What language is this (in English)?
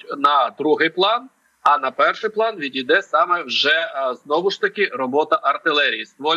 Ukrainian